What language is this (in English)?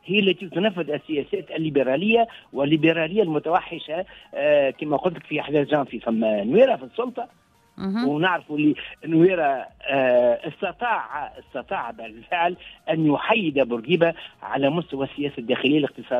Tunisian Arabic